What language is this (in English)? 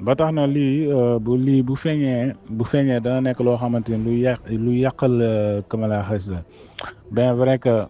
Wolof